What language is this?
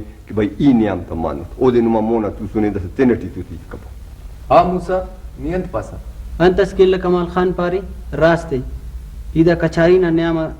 Brahui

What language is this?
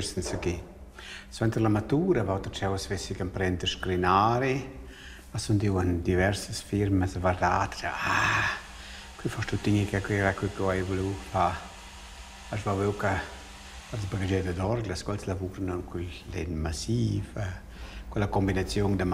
Romansh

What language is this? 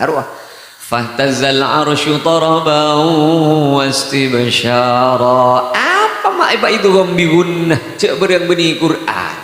Madurese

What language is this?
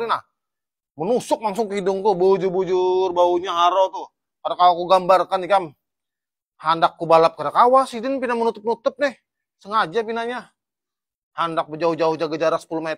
Banjar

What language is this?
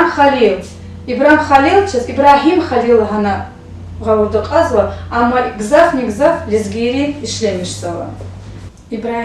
Lezghian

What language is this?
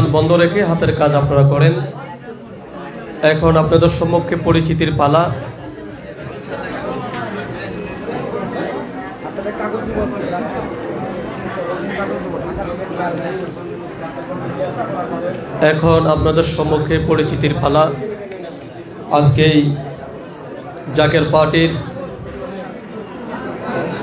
Bangla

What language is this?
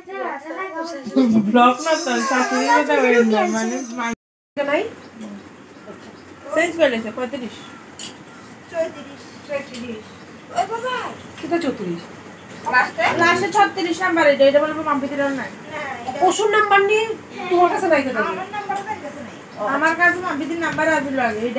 Bangla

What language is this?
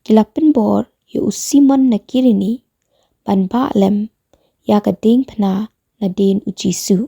Khasi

